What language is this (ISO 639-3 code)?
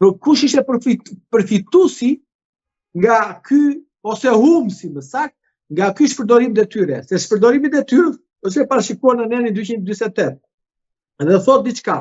sqi